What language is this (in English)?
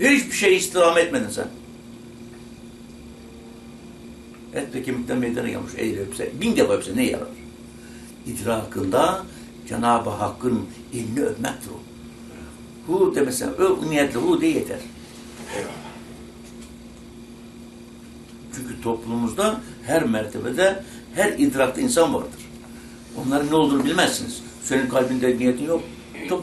Turkish